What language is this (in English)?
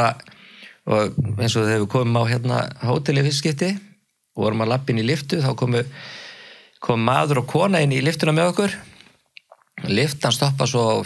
Icelandic